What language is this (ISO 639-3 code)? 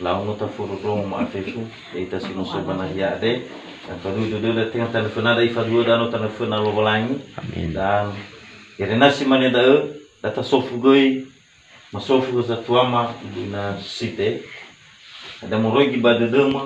nia